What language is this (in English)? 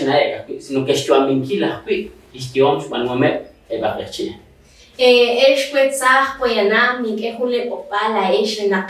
Kekchí